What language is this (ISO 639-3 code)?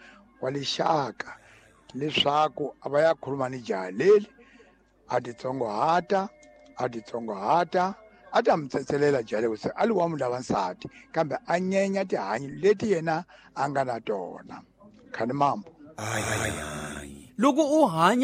tso